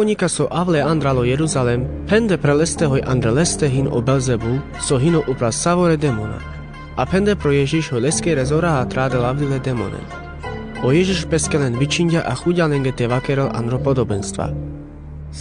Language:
Carpathian Romani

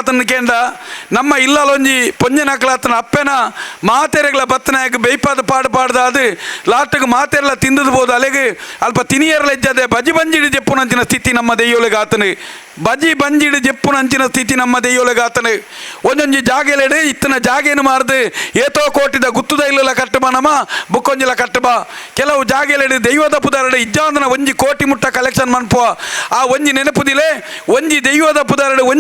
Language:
Tulu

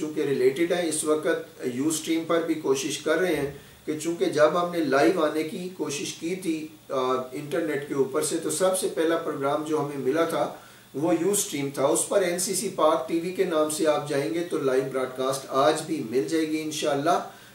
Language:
Urdu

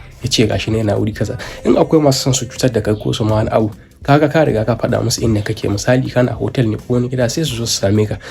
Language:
Hausa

